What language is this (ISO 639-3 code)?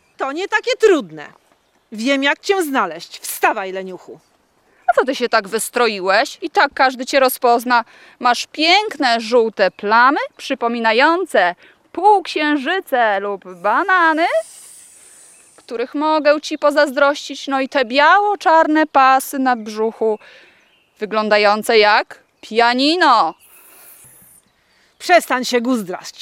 pol